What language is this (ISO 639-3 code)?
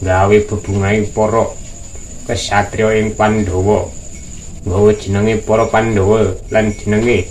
jav